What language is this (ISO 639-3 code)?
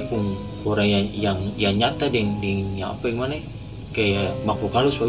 abs